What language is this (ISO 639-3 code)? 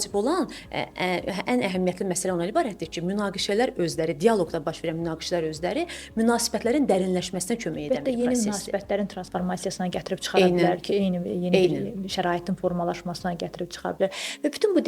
aze